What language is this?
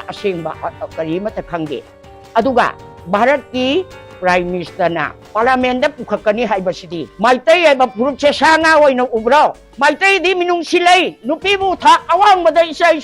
Manipuri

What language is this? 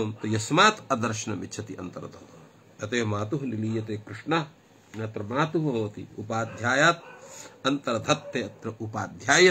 Sanskrit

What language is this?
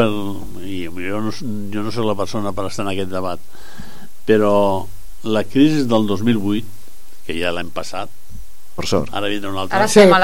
Catalan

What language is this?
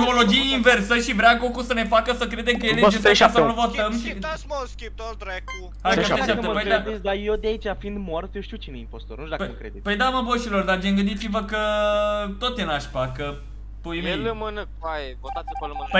Romanian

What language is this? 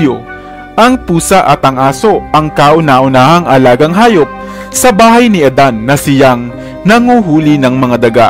Filipino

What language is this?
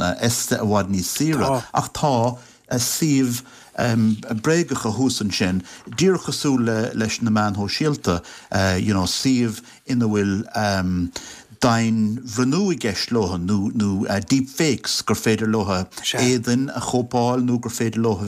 Irish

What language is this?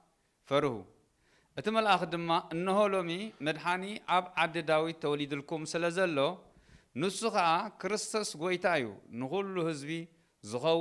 Tigrinya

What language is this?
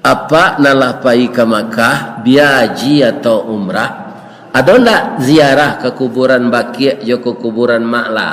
Minangkabau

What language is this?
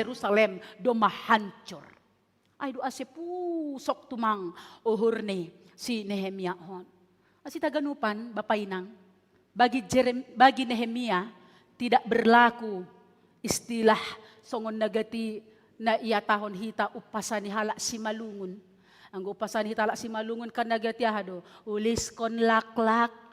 Batak Simalungun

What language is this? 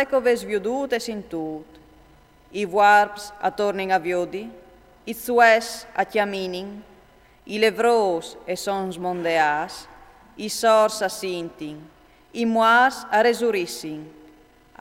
Friulian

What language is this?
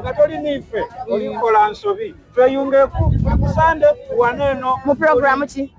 Soga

